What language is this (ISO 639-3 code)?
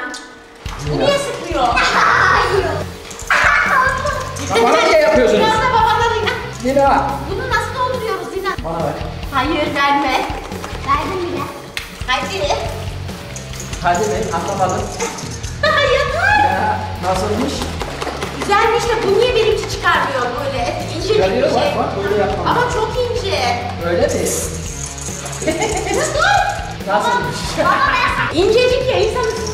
tur